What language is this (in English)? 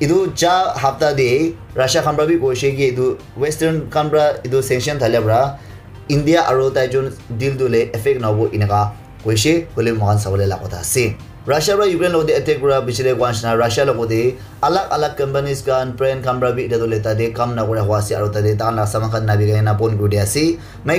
Naga Pidgin